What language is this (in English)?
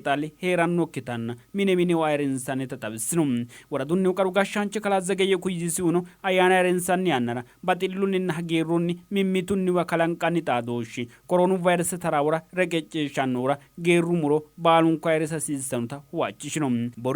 Sidamo